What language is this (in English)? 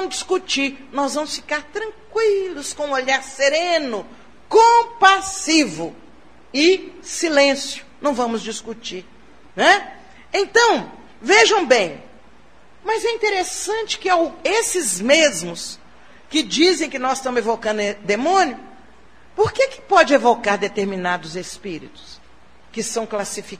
Portuguese